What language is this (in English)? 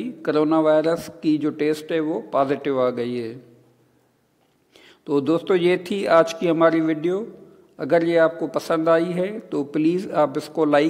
Hindi